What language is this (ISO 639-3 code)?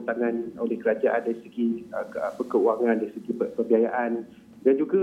msa